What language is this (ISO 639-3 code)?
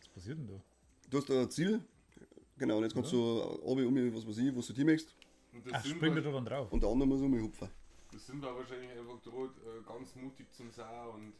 bar